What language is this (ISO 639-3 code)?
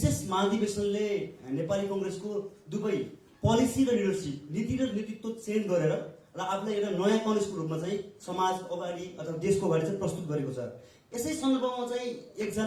nep